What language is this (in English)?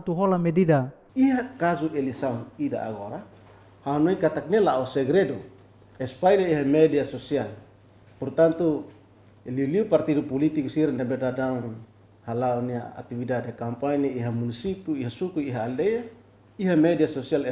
Tetum